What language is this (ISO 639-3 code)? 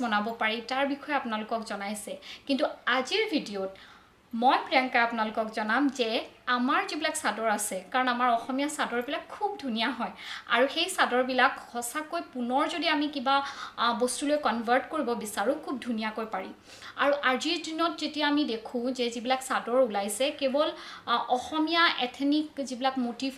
asm